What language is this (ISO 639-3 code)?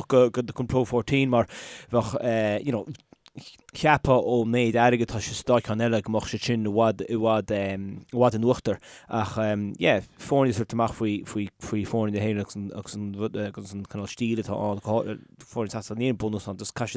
gle